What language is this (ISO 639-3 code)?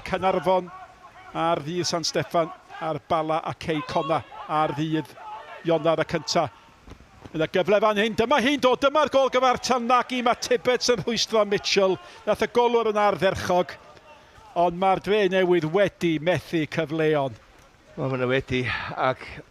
cym